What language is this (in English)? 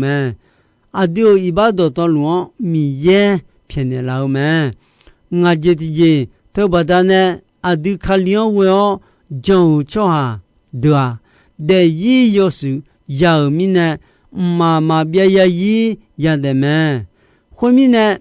Akha